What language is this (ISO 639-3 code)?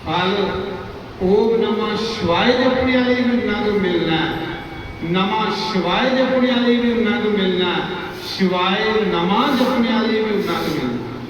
doi